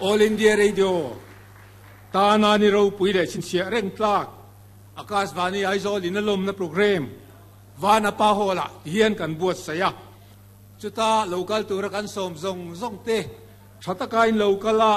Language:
Mizo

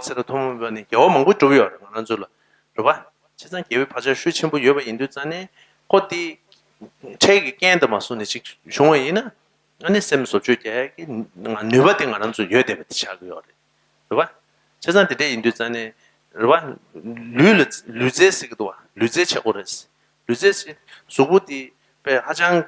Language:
Tibetan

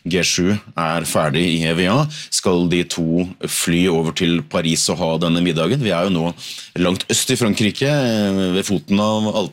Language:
Norwegian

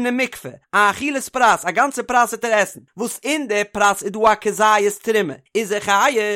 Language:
Yiddish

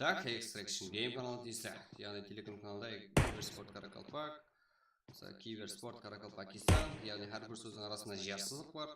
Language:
Kara-Kalpak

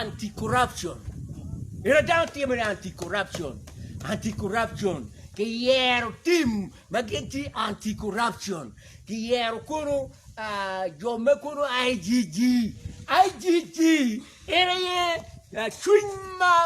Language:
Acoli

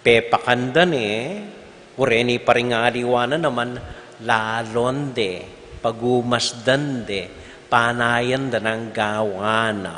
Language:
Pampanga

